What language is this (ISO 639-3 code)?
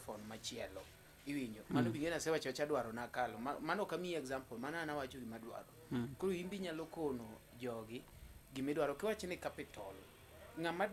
luo